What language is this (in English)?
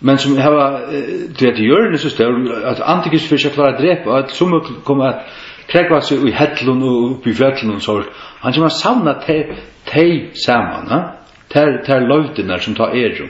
Faroese